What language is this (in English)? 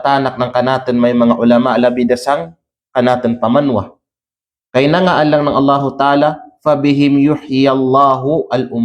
Kalagan